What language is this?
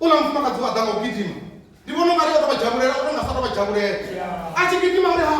Venda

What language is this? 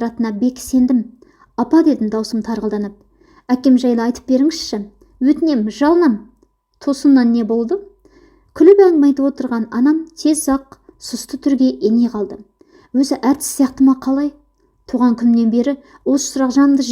Kazakh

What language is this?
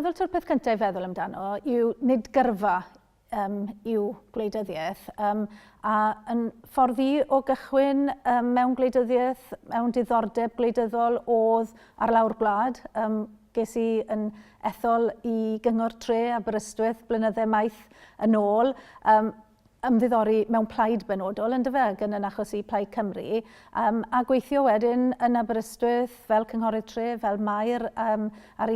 Welsh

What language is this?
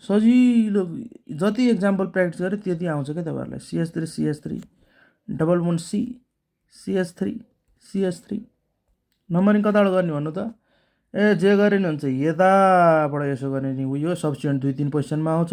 Nepali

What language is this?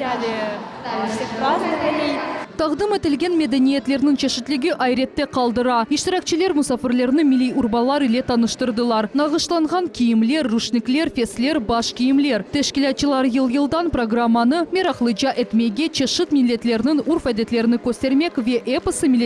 Crimean Tatar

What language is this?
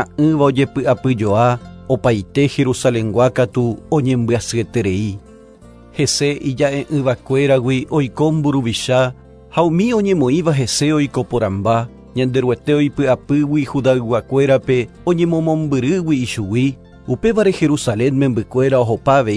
Guarani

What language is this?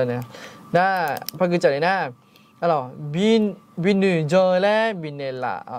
Akha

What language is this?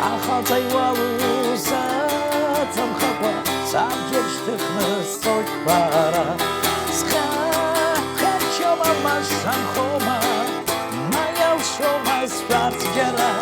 Abkhazian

